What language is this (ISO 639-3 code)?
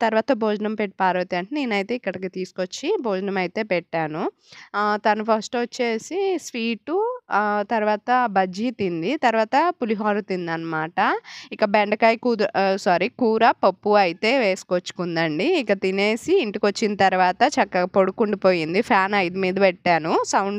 tel